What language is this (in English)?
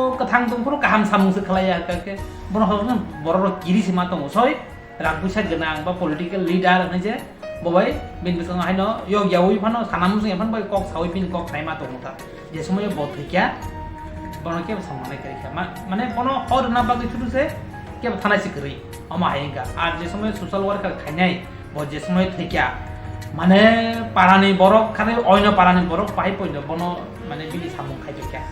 Kok Borok